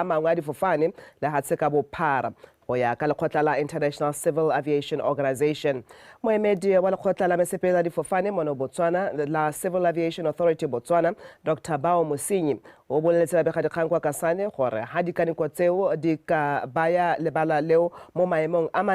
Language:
Tswana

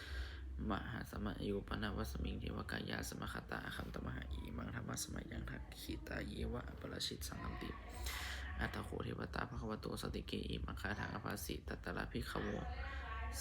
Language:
Pali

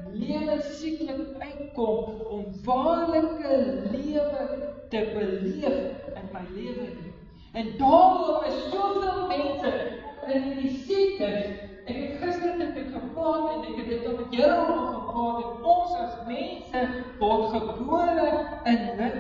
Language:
Afrikaans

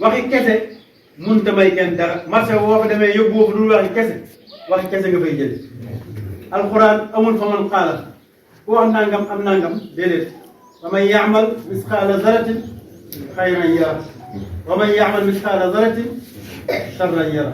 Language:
Wolof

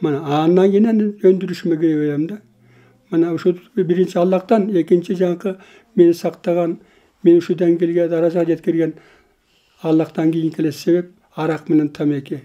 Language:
Kyrgyz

